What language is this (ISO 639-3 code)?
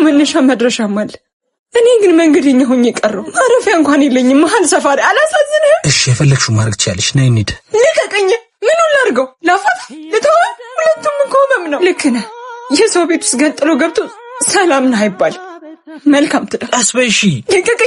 amh